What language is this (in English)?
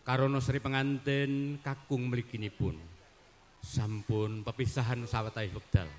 Javanese